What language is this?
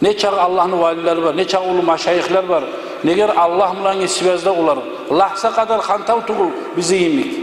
Kumyk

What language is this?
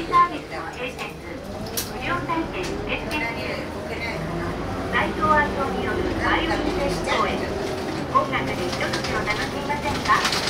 Japanese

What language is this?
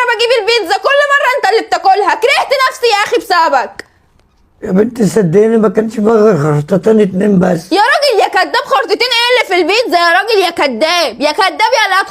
Egyptian Arabic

